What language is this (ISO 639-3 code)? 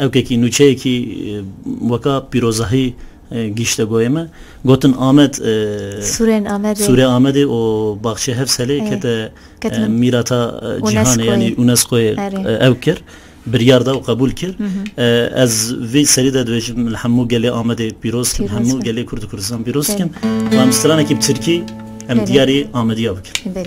kur